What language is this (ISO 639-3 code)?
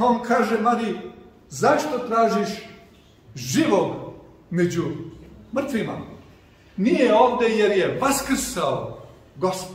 srp